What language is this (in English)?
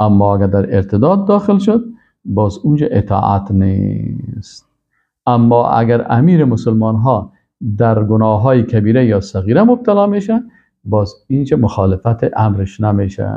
Persian